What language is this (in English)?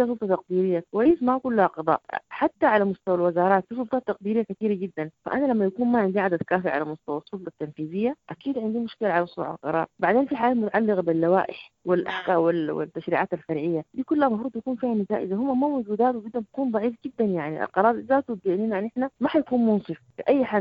Sudanese Arabic